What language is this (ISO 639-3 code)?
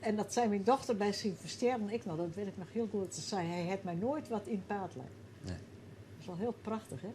fry